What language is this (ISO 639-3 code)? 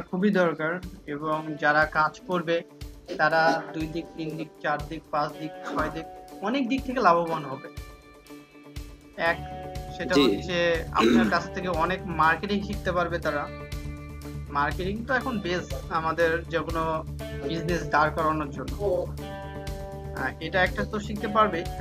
ben